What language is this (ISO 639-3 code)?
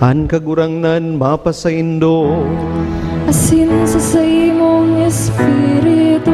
bik